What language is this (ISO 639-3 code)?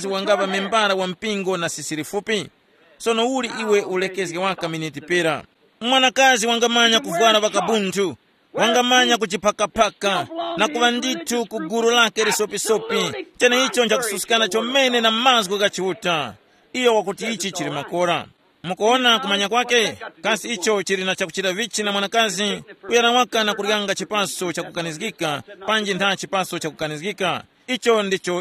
tum